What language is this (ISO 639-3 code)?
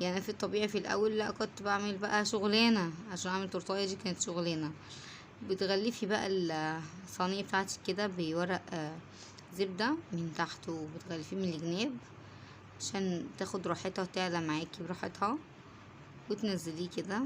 arz